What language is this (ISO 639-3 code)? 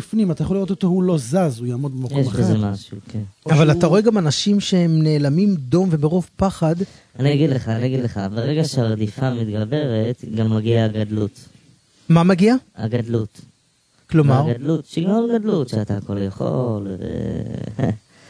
heb